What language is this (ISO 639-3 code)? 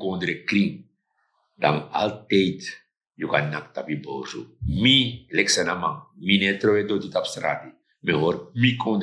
srn